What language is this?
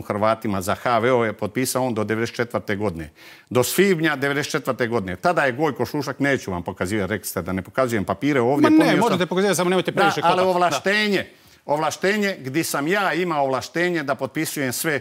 Croatian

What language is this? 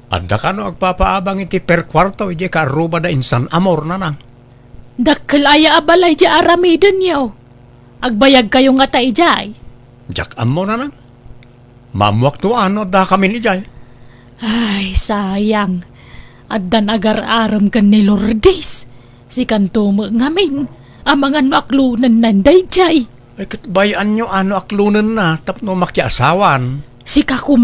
Iloko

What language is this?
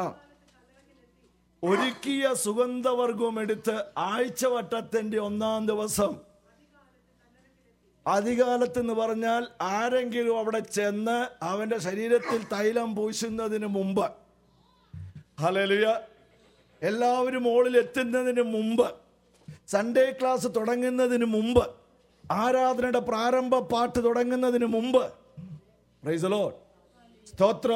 Malayalam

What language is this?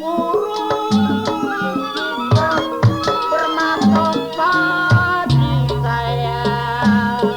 Betawi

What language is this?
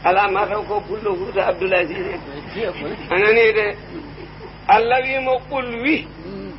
Fula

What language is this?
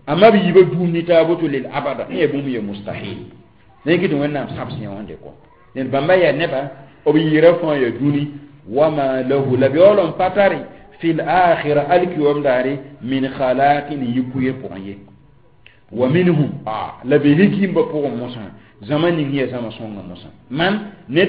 Mossi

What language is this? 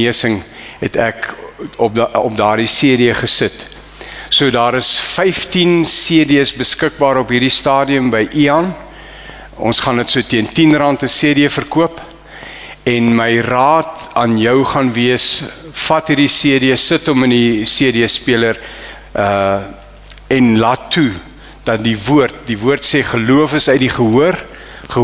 Afrikaans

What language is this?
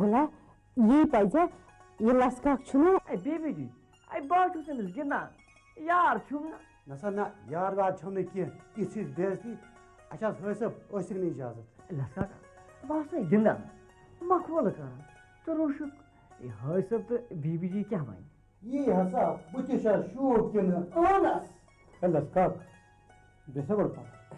Kashmiri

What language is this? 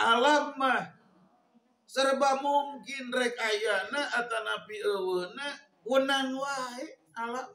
Sundanese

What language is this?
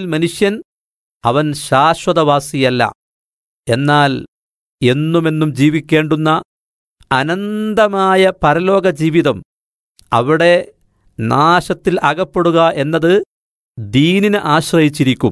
Malayalam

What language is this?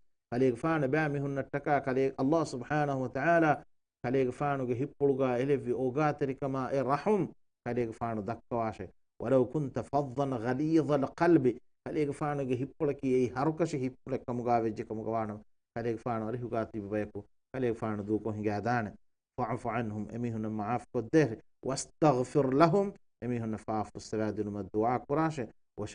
Divehi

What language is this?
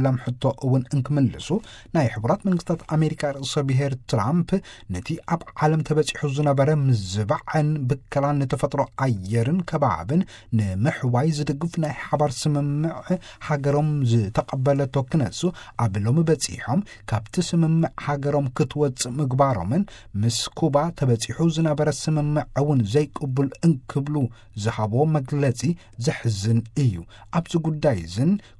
Tigrinya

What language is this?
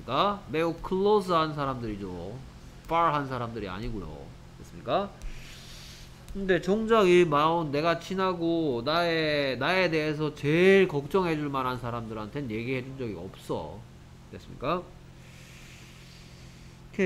Korean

